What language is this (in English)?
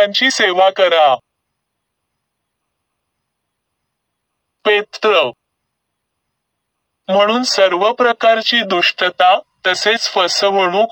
Marathi